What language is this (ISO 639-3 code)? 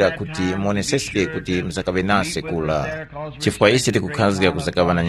tum